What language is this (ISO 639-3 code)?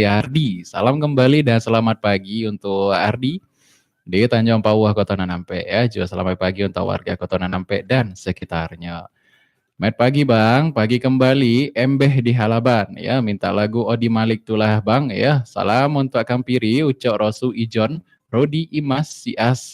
min